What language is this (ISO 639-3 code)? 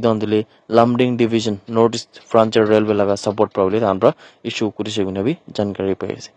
nag